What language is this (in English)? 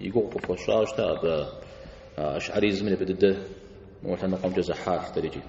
Kabardian